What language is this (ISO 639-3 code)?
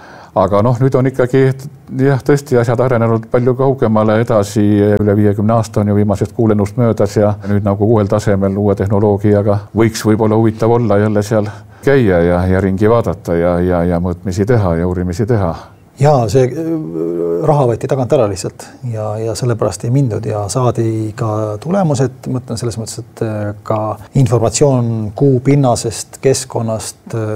est